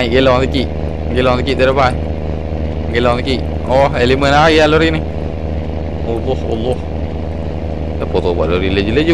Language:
Malay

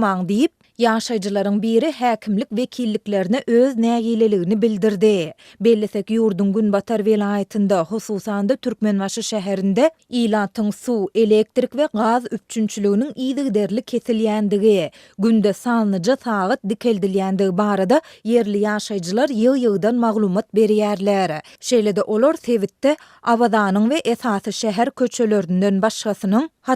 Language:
Turkmen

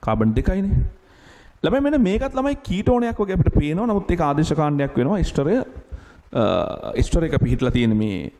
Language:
Sinhala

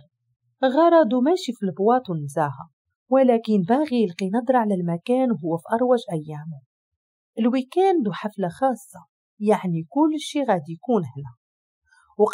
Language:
Moroccan Arabic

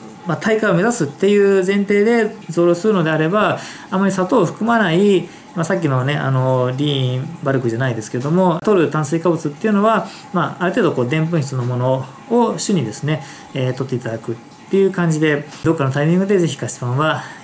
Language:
Japanese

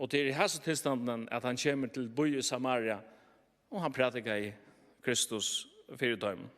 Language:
Faroese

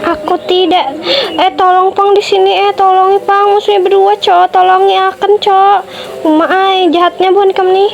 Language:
Banjar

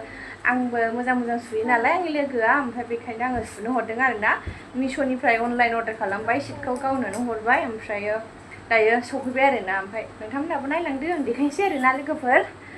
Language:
Bodo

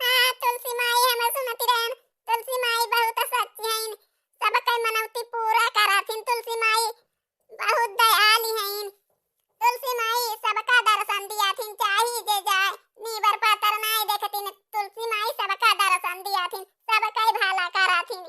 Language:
Awadhi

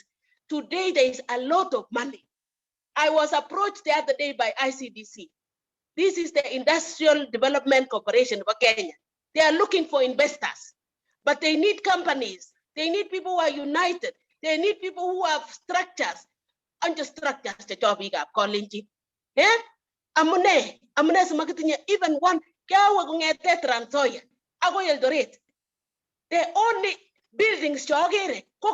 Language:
Kalenjin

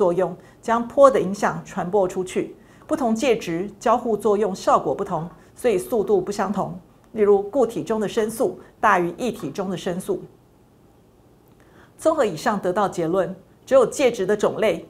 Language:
Chinese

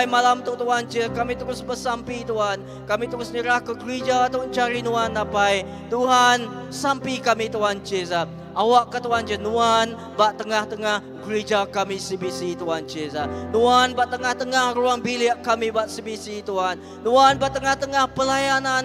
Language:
Iban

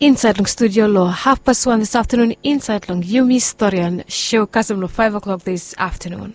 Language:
Bislama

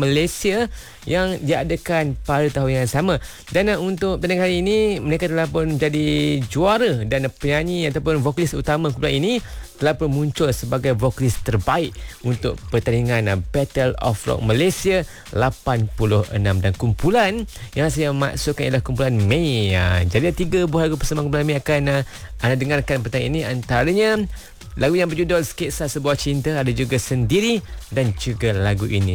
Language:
Malay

